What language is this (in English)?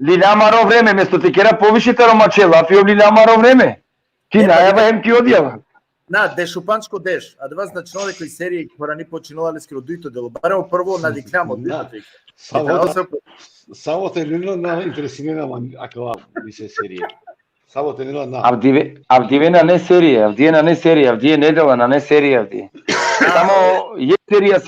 Balkan Romani